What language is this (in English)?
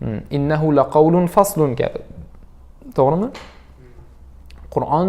Uzbek